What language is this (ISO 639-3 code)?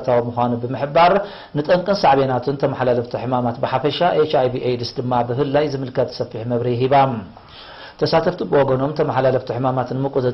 tir